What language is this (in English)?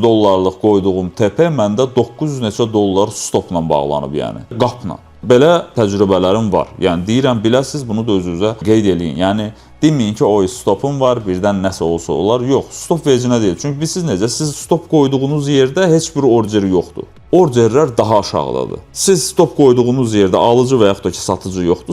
Azerbaijani